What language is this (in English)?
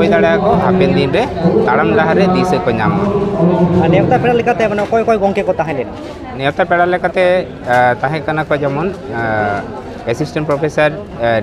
Santali